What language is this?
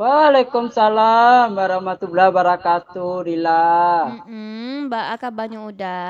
Minangkabau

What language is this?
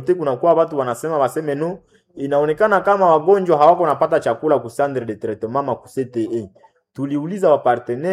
Swahili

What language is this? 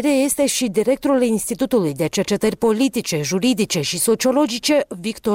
Romanian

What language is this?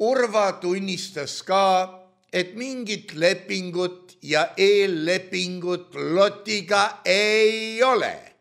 Estonian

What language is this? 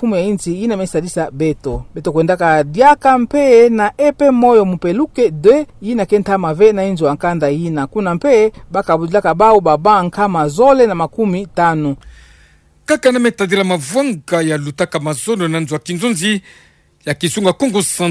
Kituba (Democratic Republic of Congo)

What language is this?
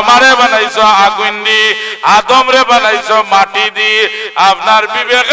Sylheti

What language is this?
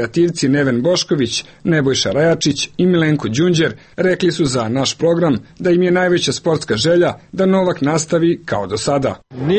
Serbian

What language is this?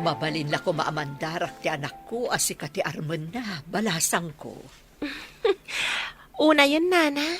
Iloko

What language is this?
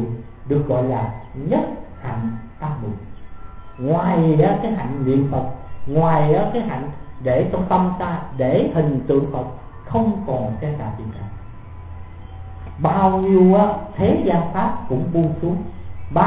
Vietnamese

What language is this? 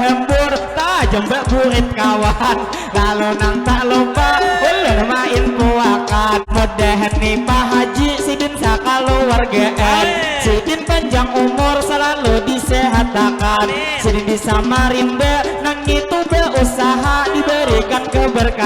Banjar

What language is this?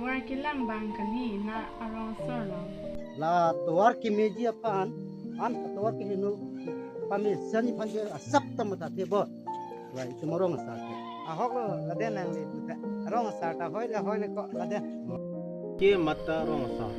Karbi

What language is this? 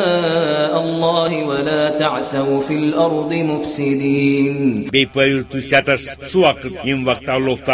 Kashmiri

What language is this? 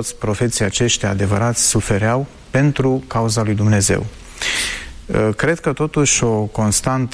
Romanian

